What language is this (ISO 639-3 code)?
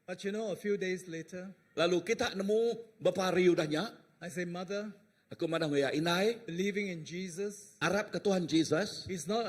iba